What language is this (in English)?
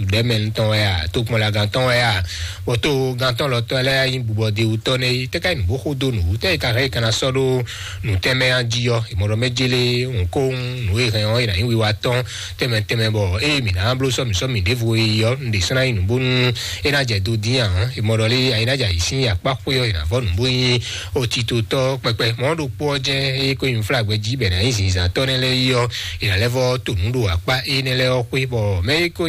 Fon